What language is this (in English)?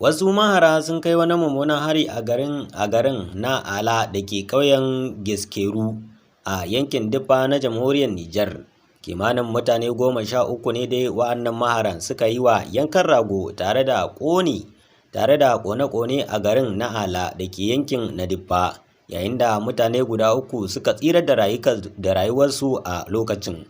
Hausa